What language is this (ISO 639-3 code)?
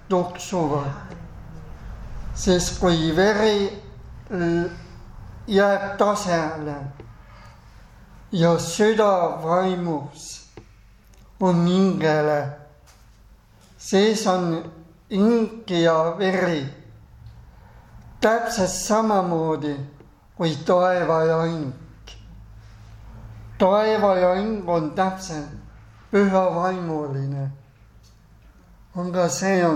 est